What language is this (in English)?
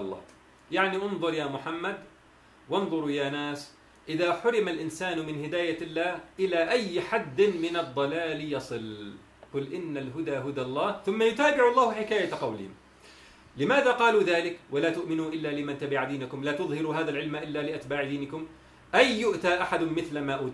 Arabic